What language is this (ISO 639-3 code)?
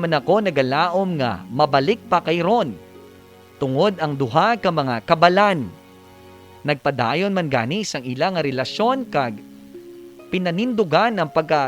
hil